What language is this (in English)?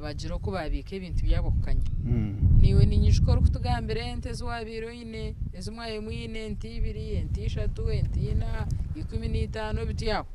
Nyankole